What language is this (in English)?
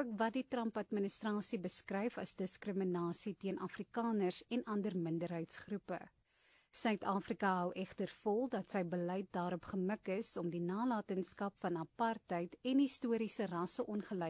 Afrikaans